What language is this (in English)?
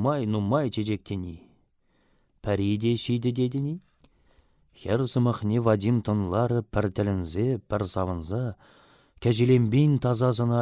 Chuvash